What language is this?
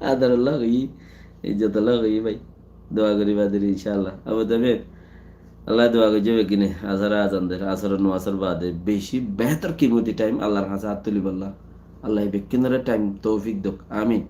Rohingya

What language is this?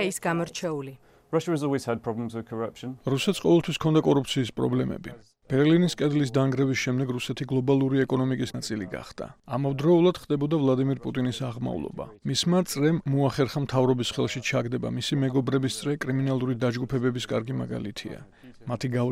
Georgian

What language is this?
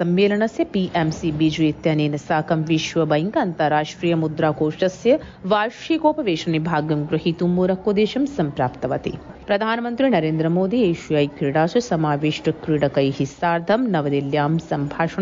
Sanskrit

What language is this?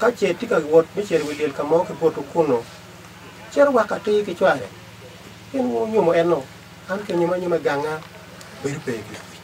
Acoli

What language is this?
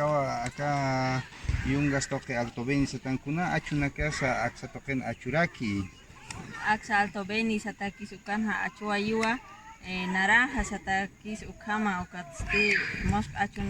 Aymara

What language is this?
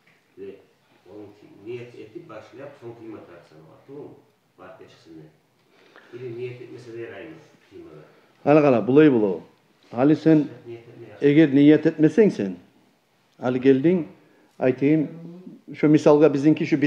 Kumyk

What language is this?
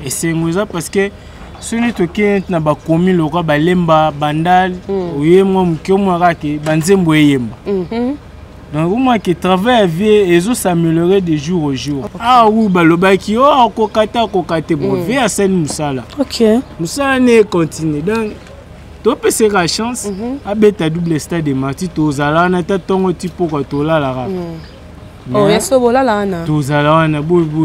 Lingala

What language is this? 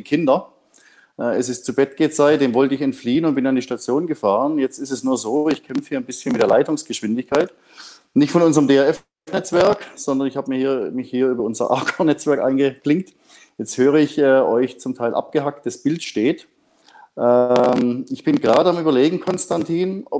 German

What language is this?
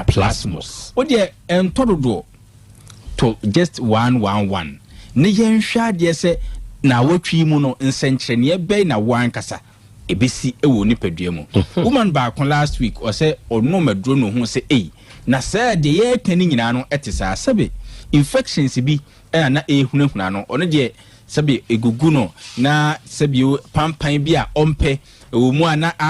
Akan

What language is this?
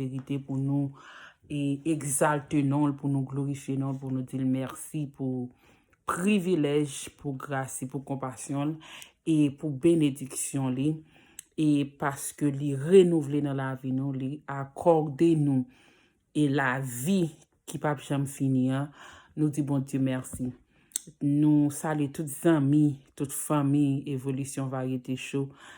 Haitian Creole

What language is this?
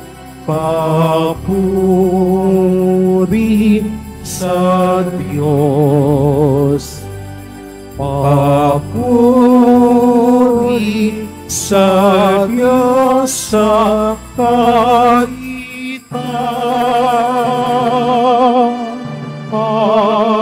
Filipino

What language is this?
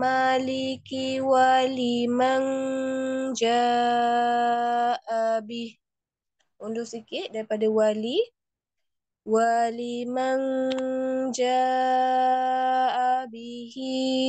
Malay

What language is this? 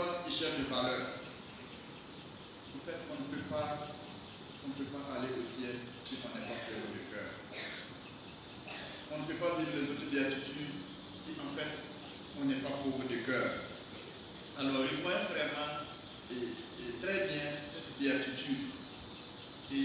French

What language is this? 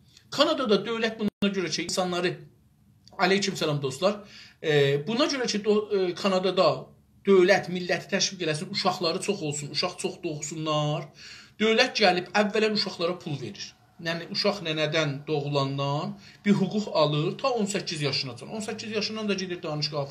South Azerbaijani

